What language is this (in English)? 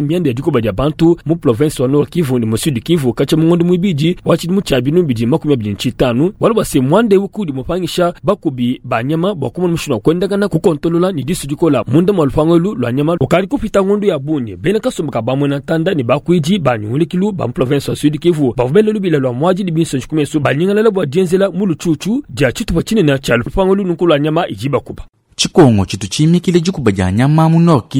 Luba-Lulua